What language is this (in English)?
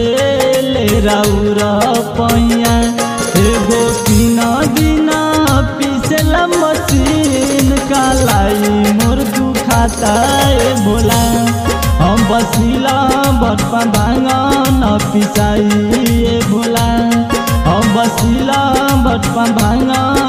Bhojpuri